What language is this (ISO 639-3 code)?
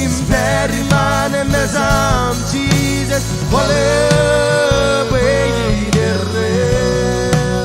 mah